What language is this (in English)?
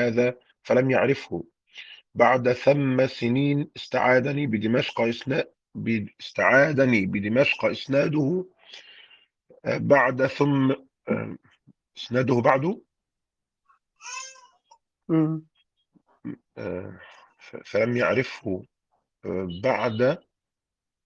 Arabic